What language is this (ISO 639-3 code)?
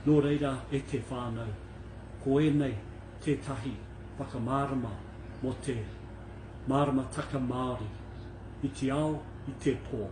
mri